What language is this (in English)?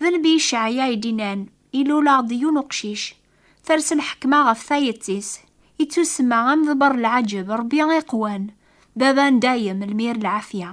Kabyle